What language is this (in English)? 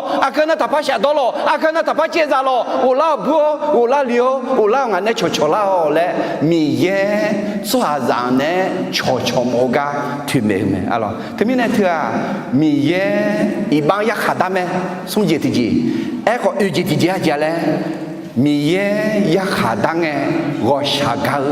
Akha